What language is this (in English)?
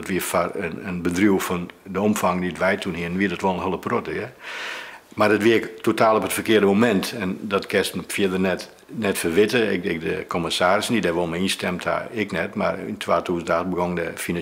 Western Frisian